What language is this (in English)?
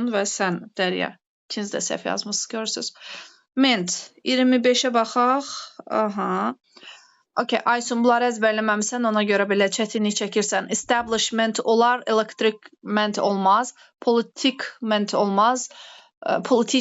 Azerbaijani